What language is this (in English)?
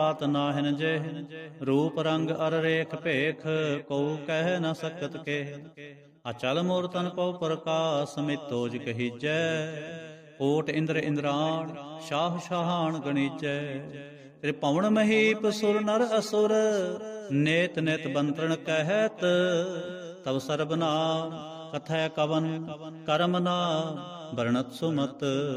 Punjabi